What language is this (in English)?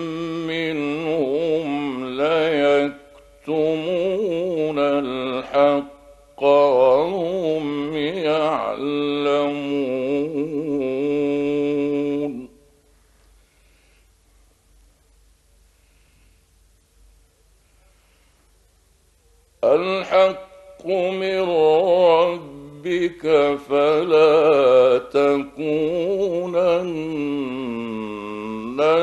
Arabic